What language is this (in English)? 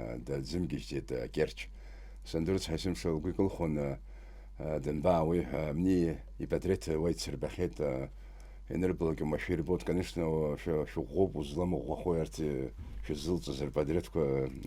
Abkhazian